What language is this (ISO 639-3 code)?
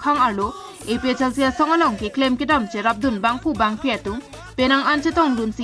mjw